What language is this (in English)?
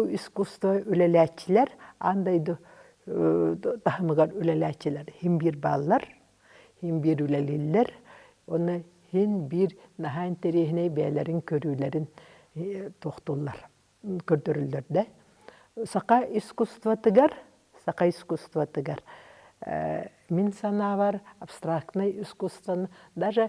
Yakut